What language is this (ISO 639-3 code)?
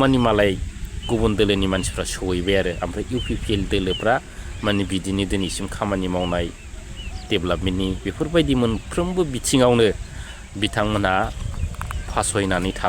brx